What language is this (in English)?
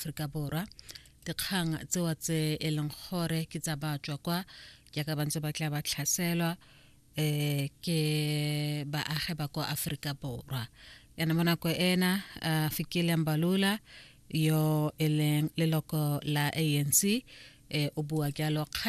Tswana